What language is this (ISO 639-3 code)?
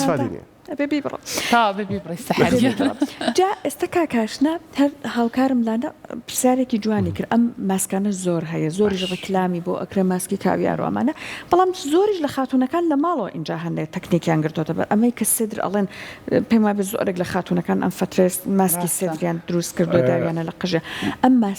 ckb